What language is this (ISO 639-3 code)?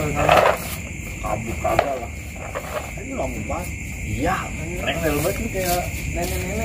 bew